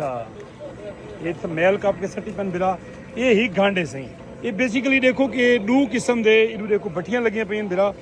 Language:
Saraiki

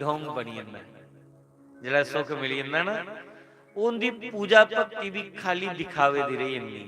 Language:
Dogri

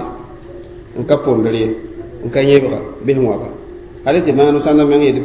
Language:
Mossi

